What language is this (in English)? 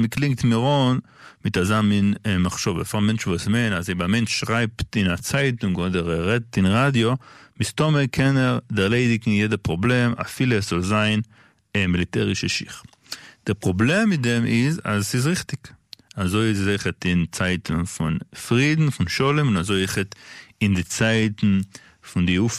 Yiddish